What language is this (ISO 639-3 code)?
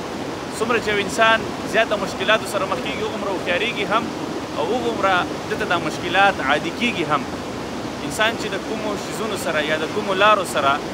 pus